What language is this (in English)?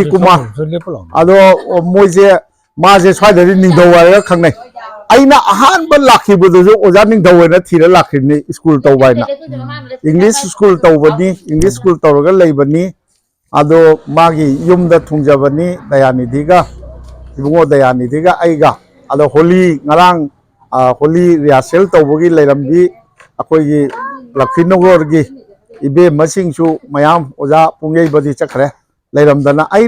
Manipuri